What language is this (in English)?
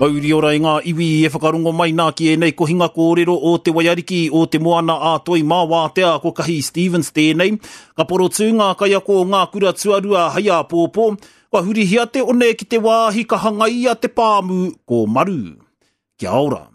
Māori